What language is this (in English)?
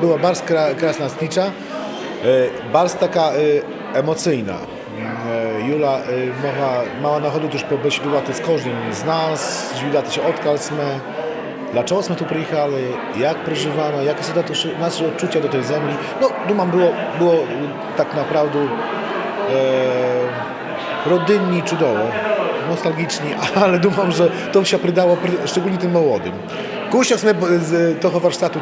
Rusyn